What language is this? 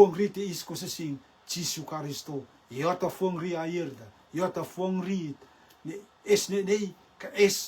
Rotuman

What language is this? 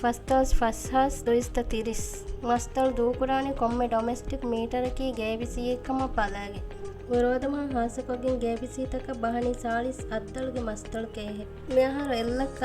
Divehi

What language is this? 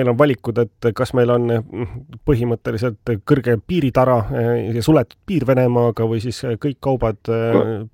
Estonian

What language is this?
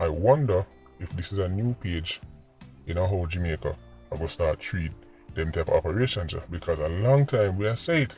Jamaican Creole English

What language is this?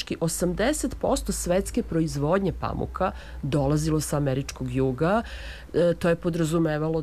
Serbian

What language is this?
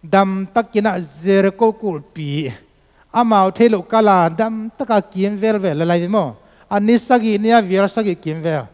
Tedim Chin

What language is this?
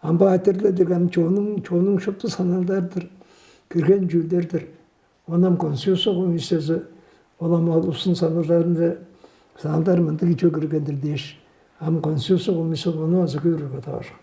Tuvinian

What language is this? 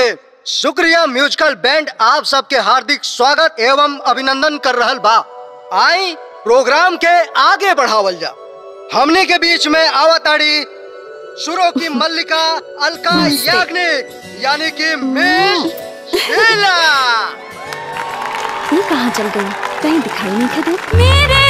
Bhojpuri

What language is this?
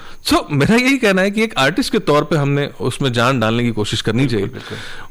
Hindi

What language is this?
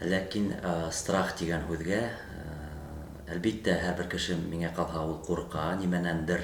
Bashkir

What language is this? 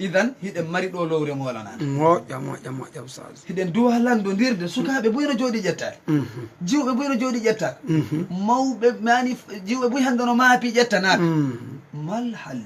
Fula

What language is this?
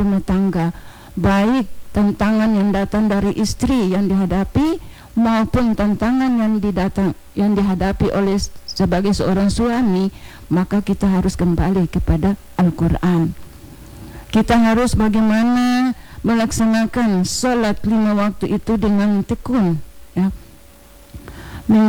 Indonesian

